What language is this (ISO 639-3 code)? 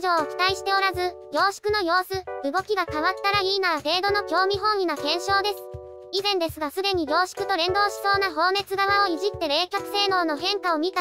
jpn